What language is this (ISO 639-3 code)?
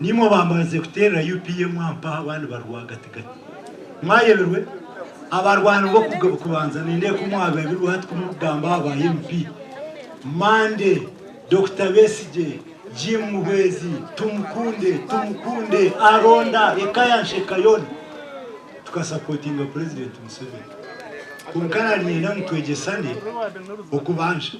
nyn